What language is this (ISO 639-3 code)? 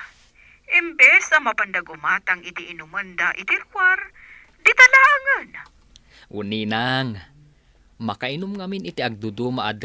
ilo